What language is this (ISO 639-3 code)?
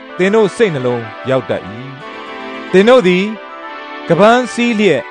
mya